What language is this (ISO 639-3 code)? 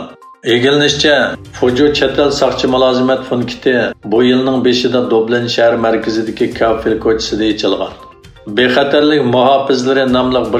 uig